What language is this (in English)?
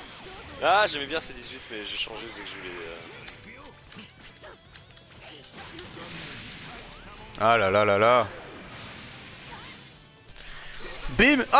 French